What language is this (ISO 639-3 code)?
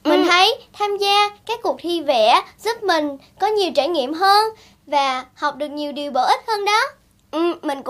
vie